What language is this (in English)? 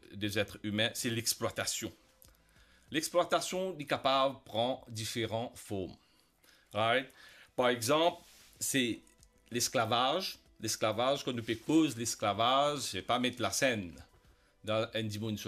Morisyen